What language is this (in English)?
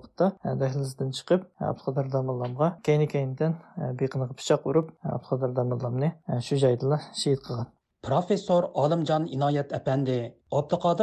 Uyghur